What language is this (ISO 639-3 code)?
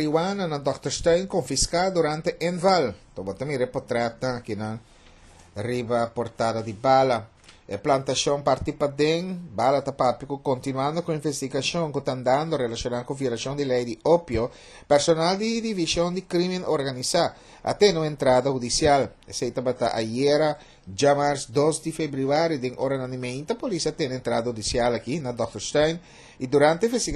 pap